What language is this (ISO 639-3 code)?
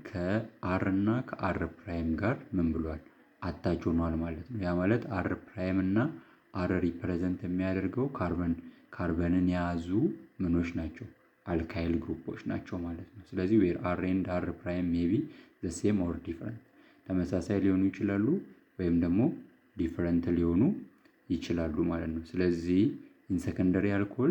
amh